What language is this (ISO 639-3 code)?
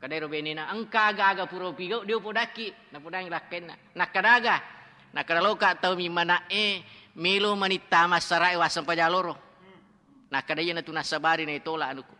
bug